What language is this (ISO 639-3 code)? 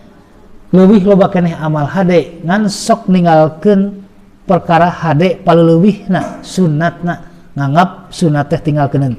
sun